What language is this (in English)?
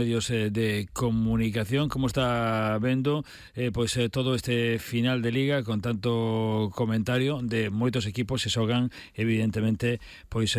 Galician